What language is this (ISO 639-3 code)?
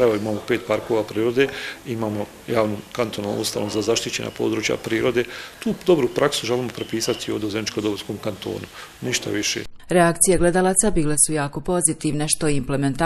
bos